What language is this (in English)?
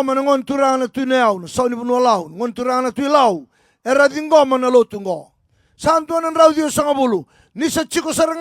Fijian